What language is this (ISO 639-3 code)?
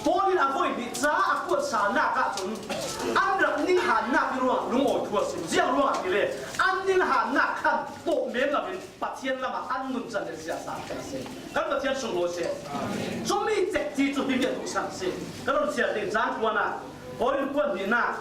cfm